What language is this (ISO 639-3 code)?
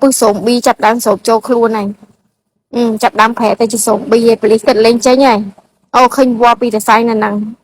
khm